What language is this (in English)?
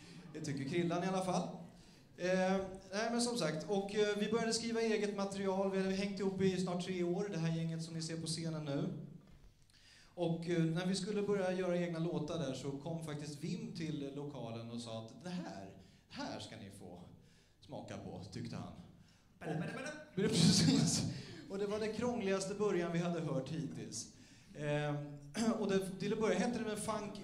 Swedish